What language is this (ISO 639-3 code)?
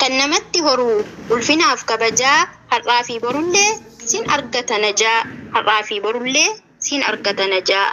orm